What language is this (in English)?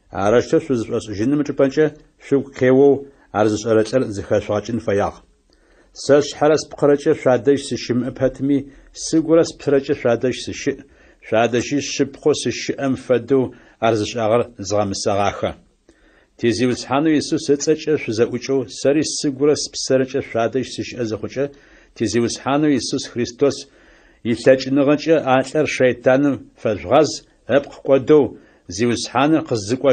Adyghe